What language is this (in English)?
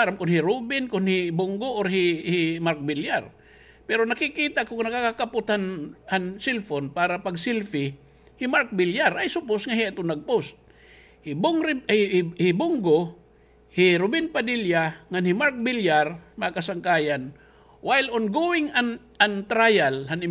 Waray